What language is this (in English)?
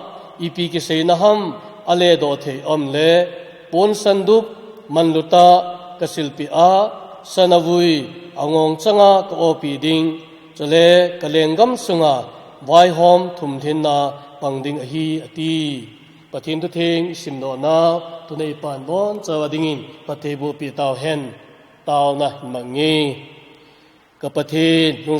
Thado Chin